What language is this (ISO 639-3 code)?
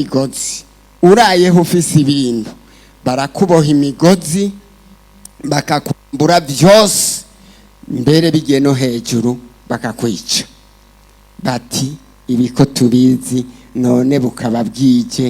run